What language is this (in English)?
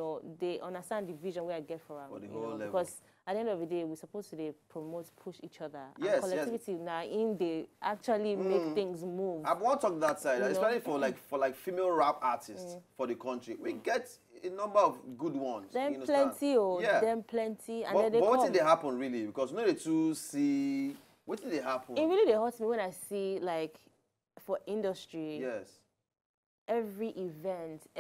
Nigerian Pidgin